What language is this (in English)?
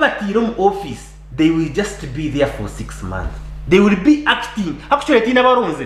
Nyankole